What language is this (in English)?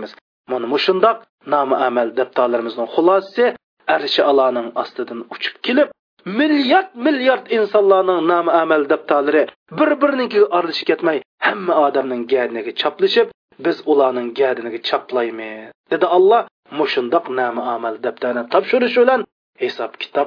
Uyghur